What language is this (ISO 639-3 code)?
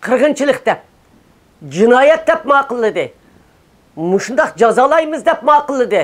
uig